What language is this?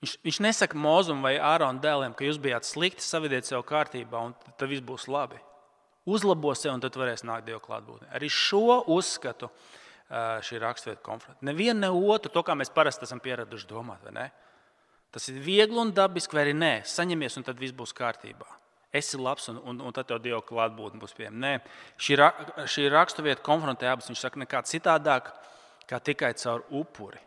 Latvian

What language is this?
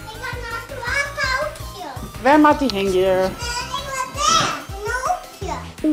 Western Frisian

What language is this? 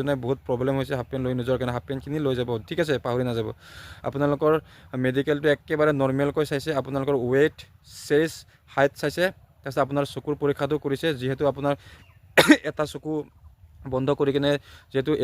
Assamese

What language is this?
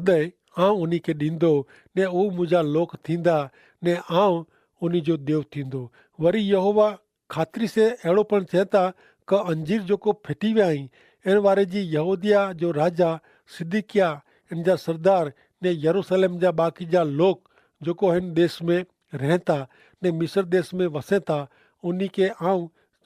Kachhi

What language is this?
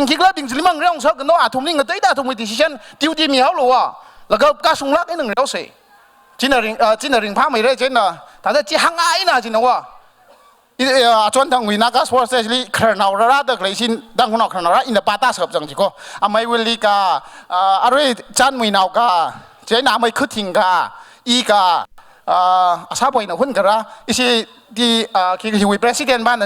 Tangkhul Naga (India)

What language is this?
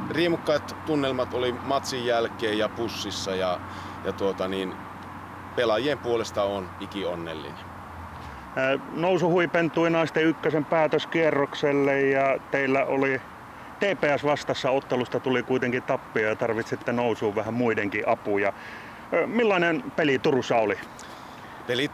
Finnish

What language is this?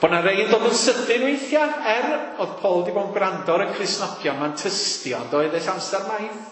Welsh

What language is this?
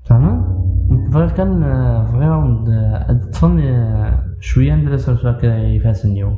Kabyle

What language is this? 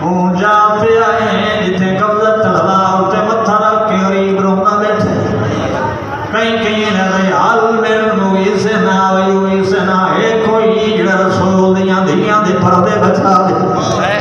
Saraiki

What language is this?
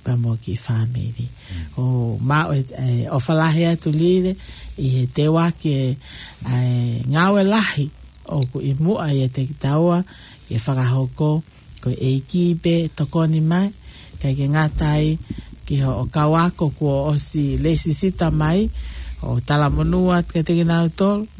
Tongan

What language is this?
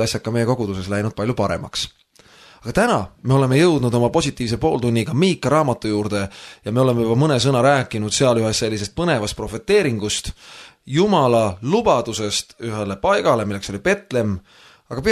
Estonian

